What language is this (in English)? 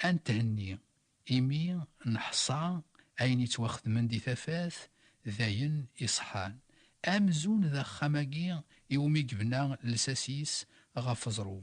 Kabyle